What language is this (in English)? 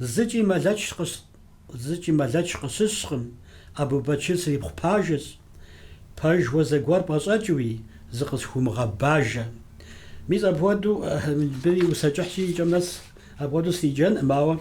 Kabardian